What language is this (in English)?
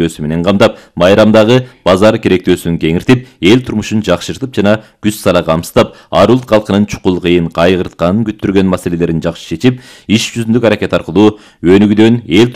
Kyrgyz